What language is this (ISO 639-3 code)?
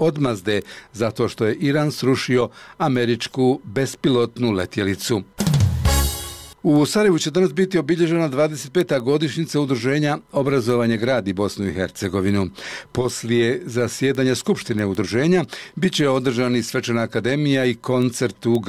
bos